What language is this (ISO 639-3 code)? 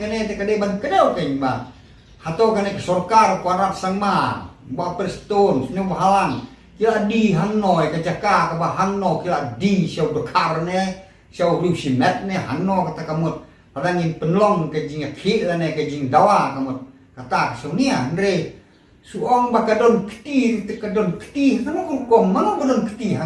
kha